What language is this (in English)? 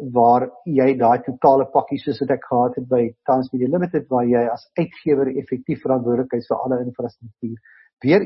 Afrikaans